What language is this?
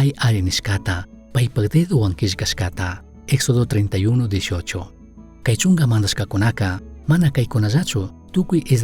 Chimborazo Highland Quichua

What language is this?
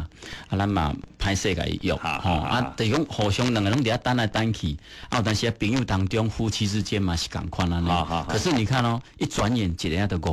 Min Nan Chinese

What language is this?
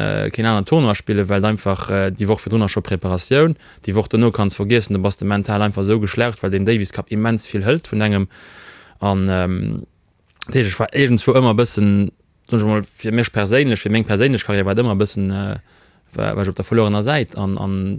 Luxembourgish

